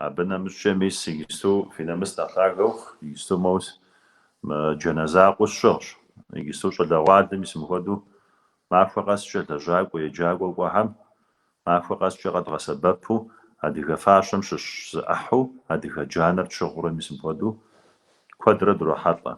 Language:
Kabardian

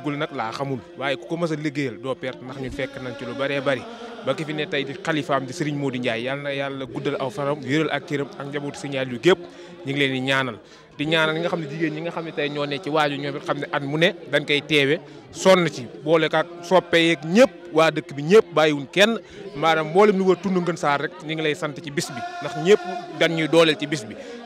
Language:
Wolof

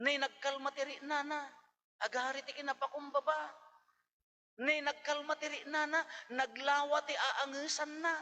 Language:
Iloko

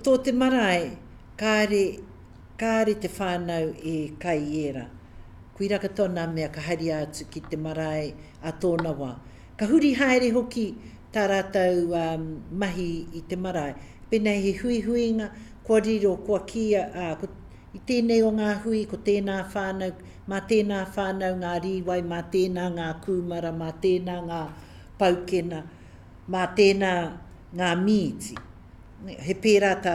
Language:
Māori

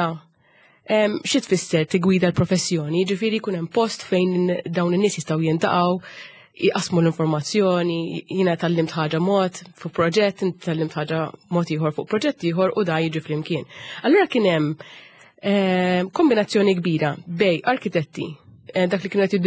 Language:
Maltese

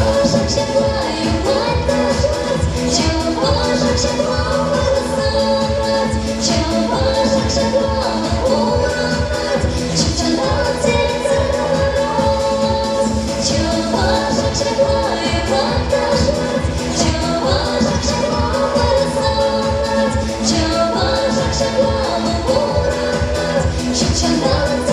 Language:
Chuvash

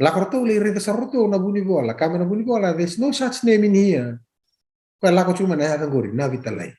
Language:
Fijian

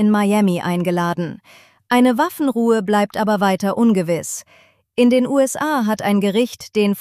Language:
German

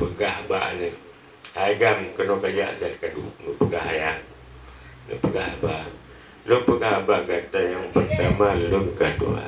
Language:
Achinese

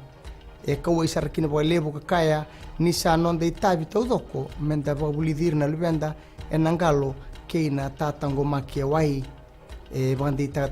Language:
Fijian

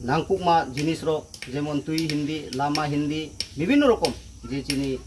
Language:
Kok Borok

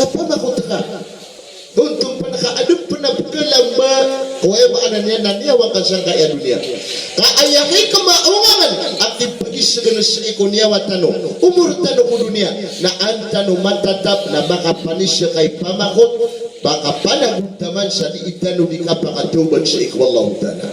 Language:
Maranao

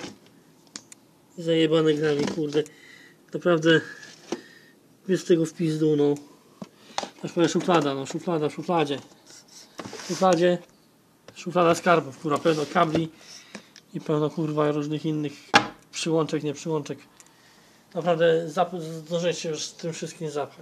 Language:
Polish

